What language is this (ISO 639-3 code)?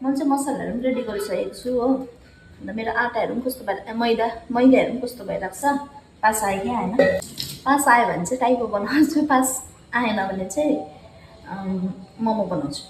nep